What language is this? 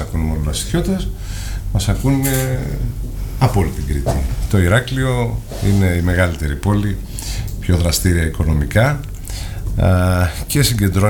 Greek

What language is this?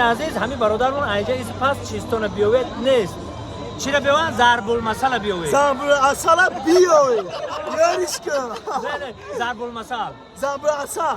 Tajik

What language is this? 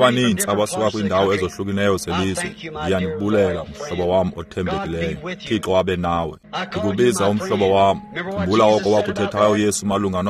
Xhosa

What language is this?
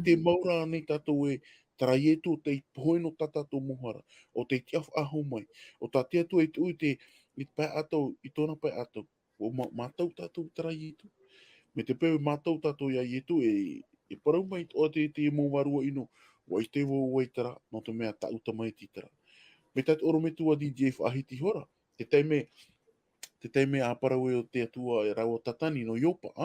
Tahitian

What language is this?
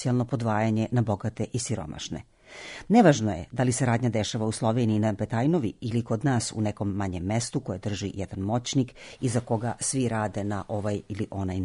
Serbian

